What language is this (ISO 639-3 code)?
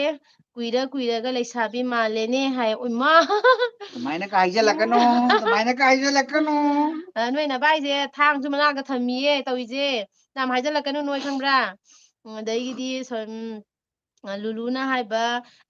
mni